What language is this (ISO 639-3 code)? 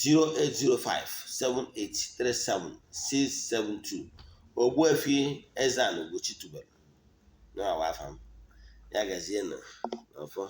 ibo